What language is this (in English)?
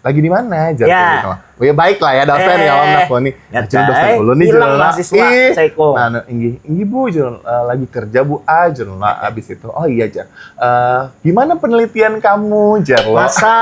Banjar